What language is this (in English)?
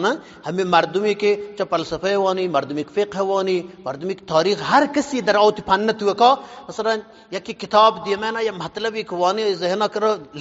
Eastern Balochi